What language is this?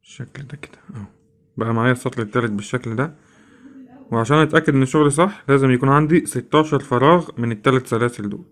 Egyptian Arabic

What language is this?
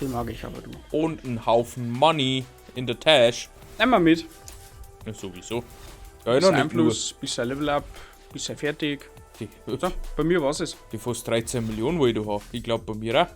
Bavarian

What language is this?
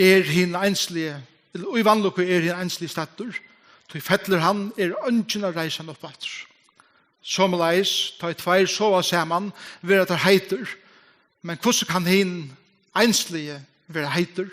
Faroese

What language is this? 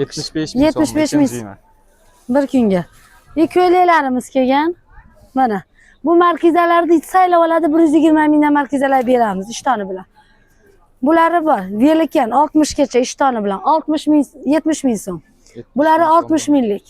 Uzbek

